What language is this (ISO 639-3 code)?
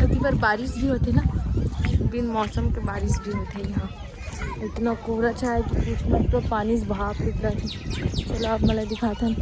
hne